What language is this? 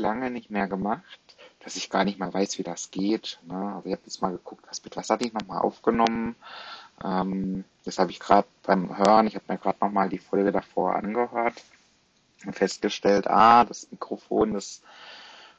German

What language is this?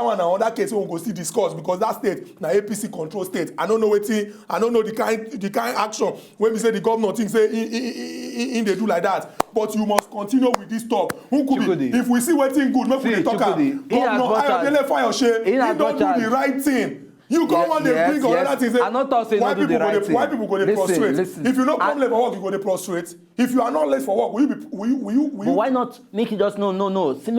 Nigerian Pidgin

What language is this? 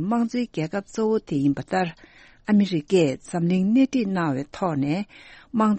Tibetan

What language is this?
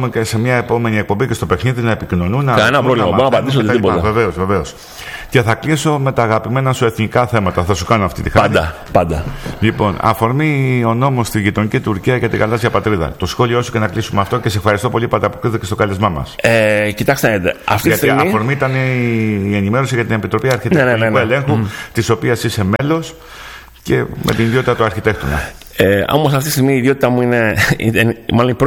Greek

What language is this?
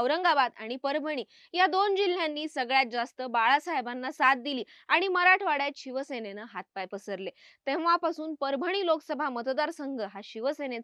Marathi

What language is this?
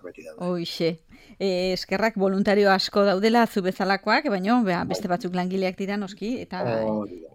Basque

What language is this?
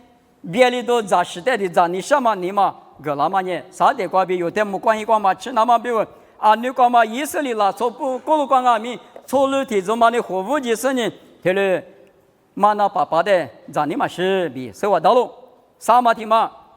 Lisu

